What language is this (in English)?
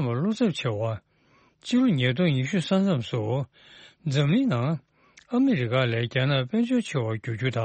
Tibetan